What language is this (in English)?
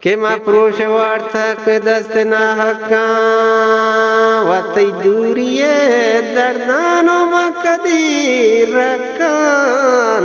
Eastern Balochi